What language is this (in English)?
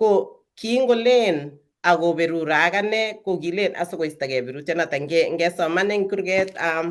Kalenjin